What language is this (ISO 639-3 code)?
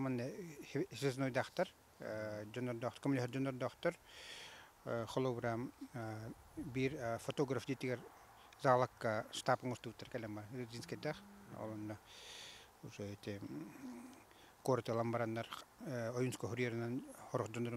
sah